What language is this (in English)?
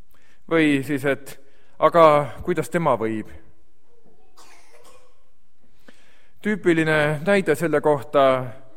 Estonian